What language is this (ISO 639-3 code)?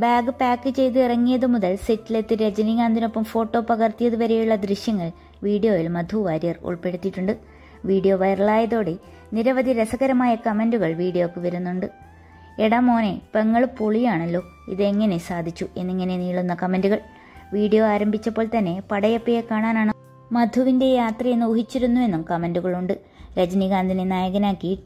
mal